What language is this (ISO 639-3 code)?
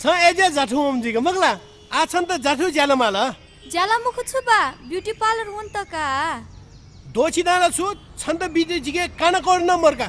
new